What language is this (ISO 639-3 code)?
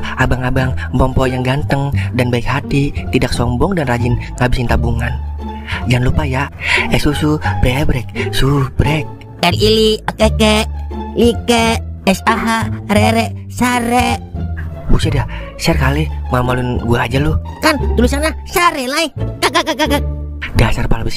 bew